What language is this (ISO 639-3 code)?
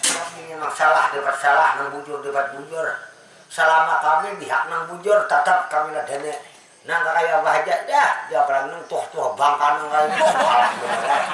bjn